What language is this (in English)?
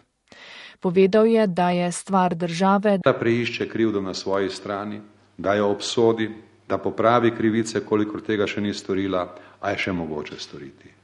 Slovenian